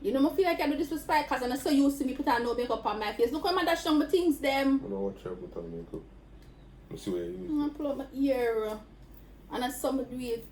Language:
Jamaican Creole English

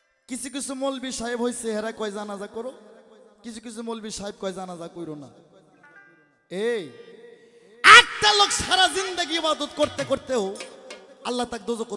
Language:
Bangla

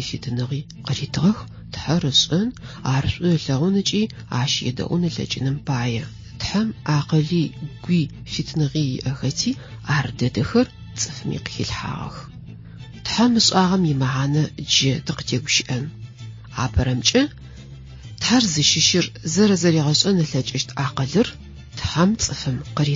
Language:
Adyghe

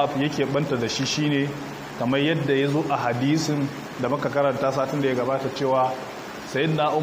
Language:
Hausa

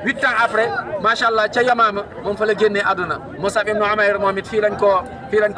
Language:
Wolof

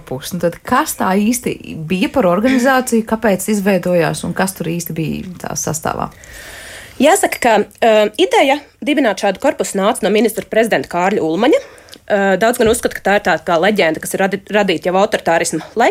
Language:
Latvian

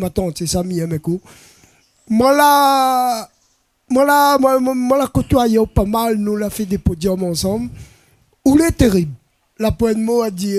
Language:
Réunion Creole French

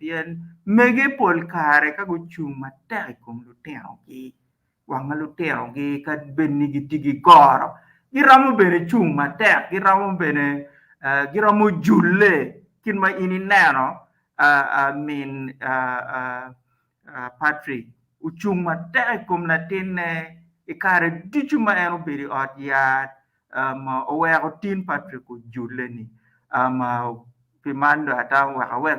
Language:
Acoli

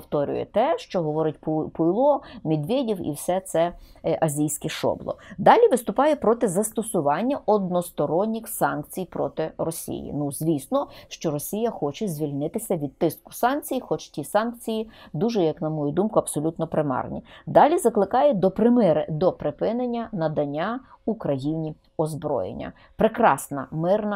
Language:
Ukrainian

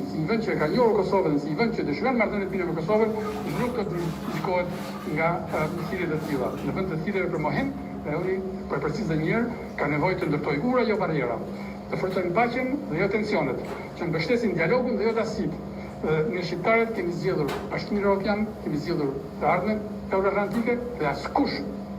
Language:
Albanian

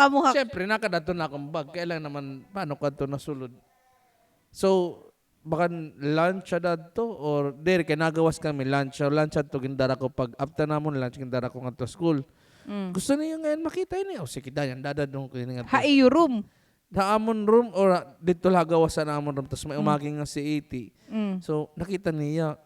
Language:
Waray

